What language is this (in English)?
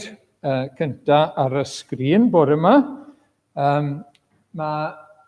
Welsh